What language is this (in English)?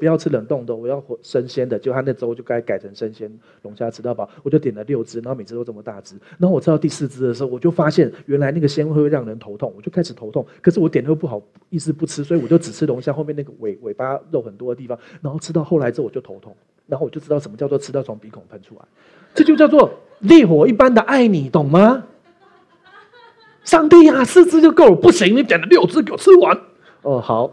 Chinese